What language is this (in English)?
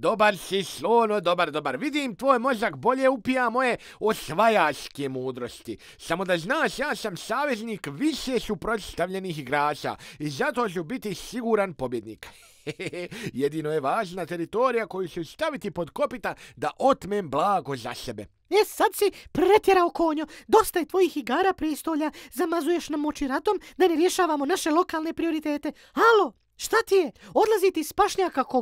Bosnian